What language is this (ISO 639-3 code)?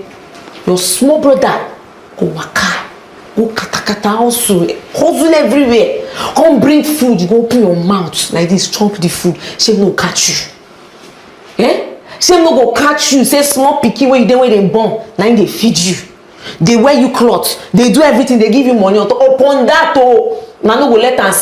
pcm